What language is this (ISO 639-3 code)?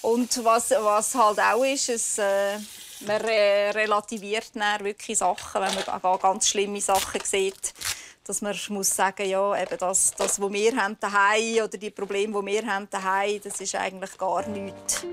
roh